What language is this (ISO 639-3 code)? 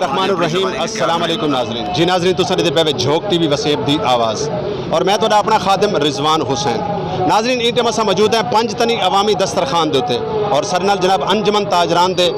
skr